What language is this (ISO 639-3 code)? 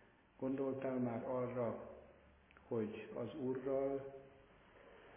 hun